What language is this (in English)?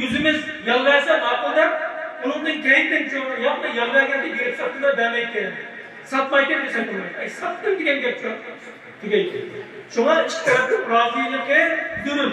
Uyghur